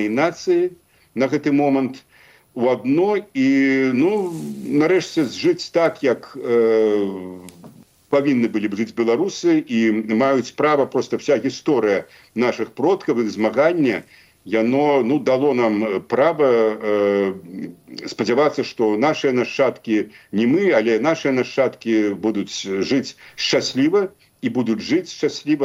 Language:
Belarusian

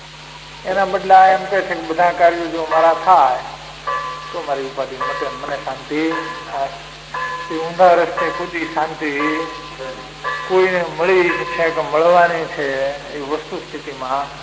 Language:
Gujarati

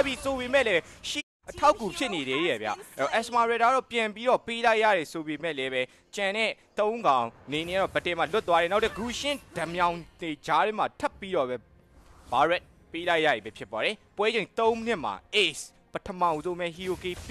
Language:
Burmese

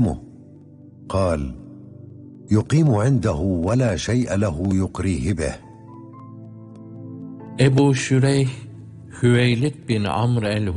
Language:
Turkish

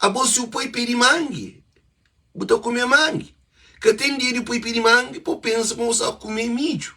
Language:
Kabuverdianu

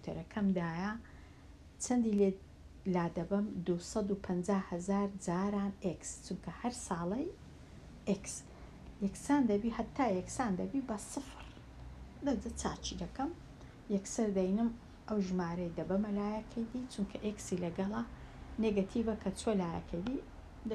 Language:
Central Kurdish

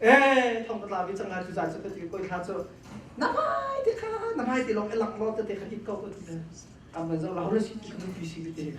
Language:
Hakha Chin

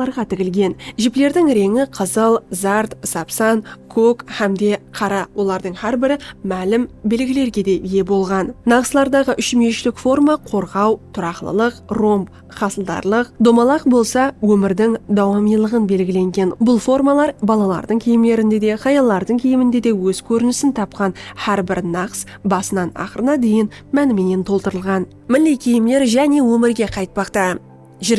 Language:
Kara-Kalpak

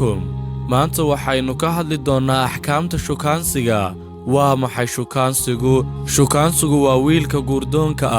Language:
Somali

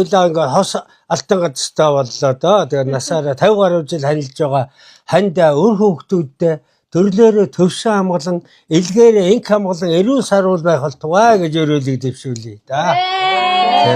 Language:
Mongolian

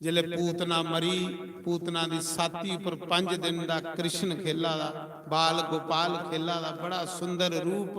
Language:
Dogri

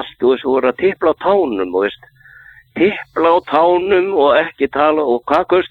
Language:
Icelandic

